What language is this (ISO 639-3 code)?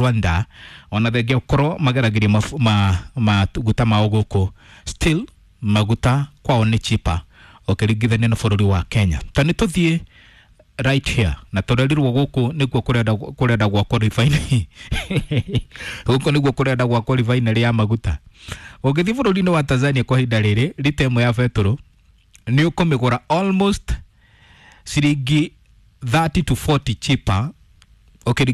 kik